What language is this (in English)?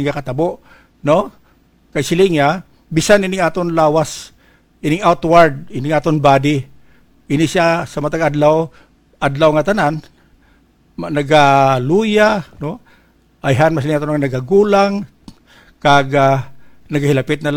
Hiligaynon